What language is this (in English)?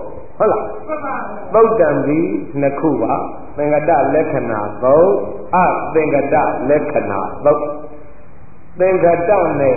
Burmese